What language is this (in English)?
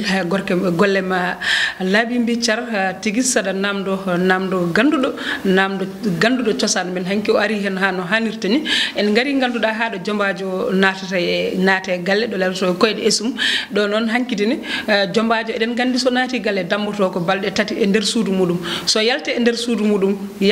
Fula